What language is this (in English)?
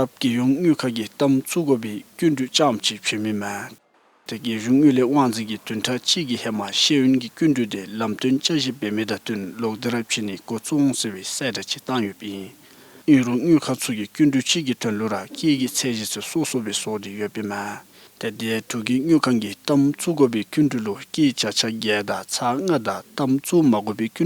Dzongkha